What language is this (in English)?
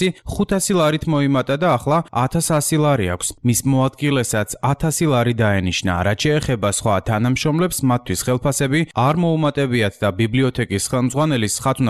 Georgian